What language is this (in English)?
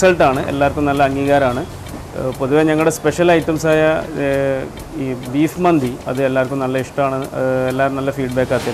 Malayalam